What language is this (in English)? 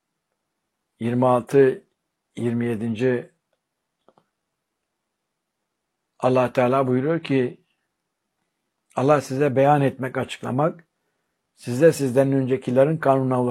Turkish